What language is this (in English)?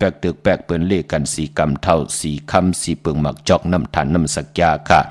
Shan